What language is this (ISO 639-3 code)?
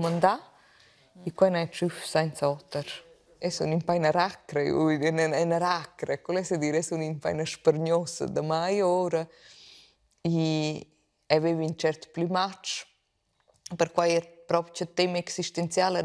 roh